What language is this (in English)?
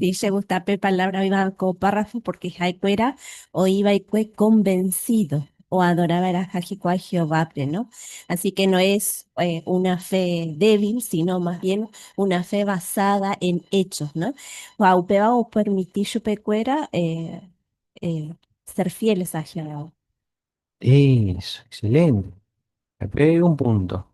Guarani